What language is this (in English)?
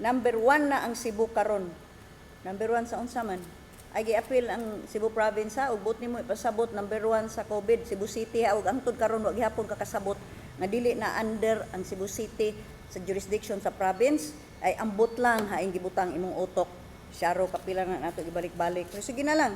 Cebuano